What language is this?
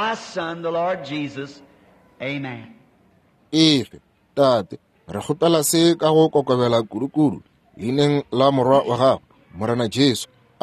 Northern Sotho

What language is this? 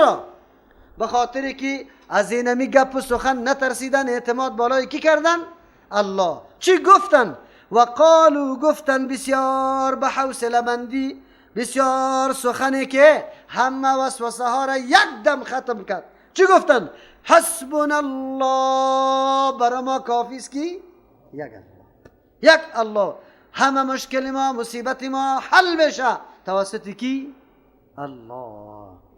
Persian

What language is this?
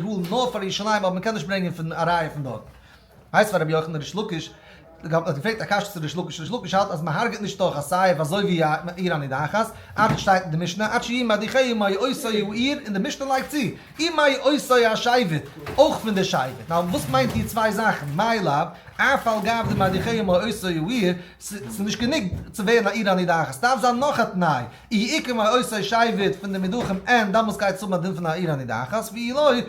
Yiddish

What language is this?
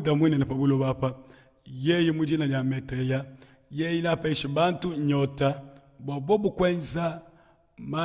Luba-Lulua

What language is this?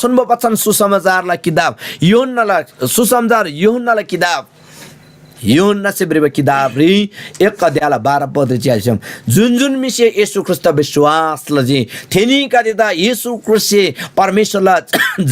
Eastern Tamang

